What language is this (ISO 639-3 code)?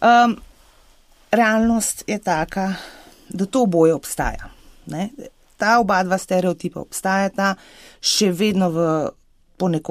slv